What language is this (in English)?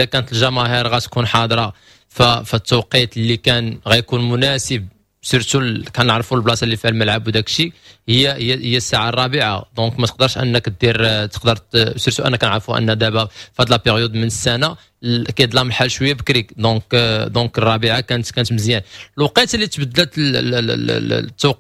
Moroccan Arabic